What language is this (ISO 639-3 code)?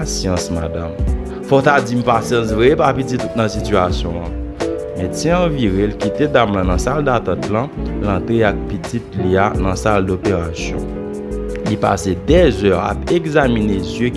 hat